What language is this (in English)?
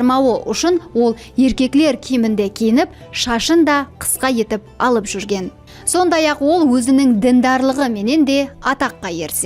Kara-Kalpak